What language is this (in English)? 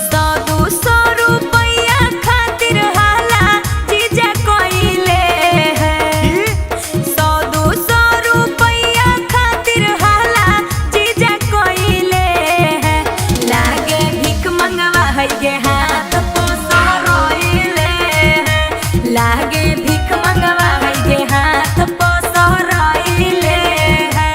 Magahi